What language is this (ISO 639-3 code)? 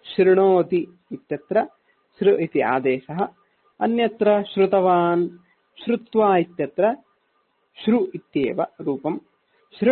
san